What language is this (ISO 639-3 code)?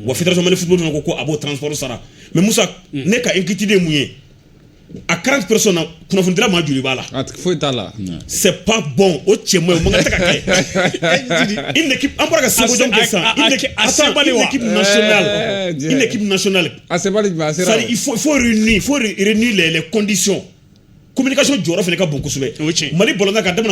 bam